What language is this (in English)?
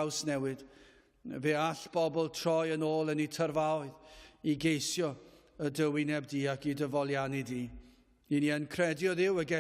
Welsh